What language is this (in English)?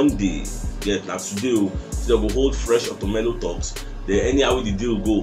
Nigerian Pidgin